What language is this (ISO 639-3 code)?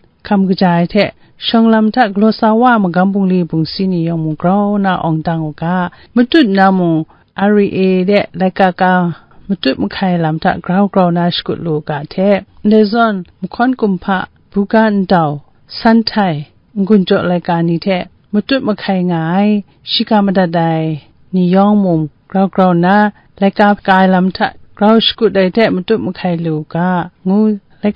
kac